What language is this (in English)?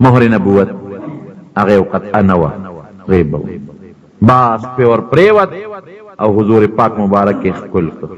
Pashto